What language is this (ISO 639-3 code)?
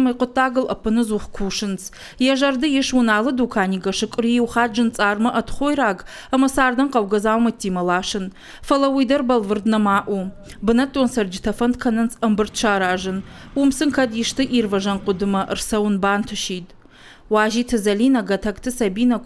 oss